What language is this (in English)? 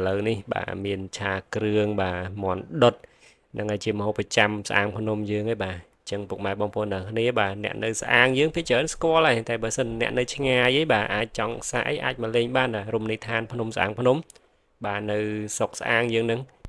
Khmer